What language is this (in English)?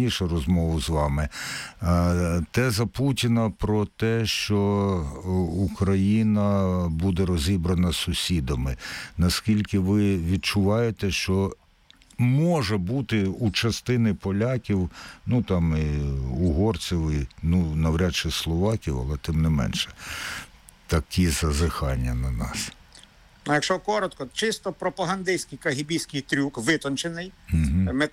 Ukrainian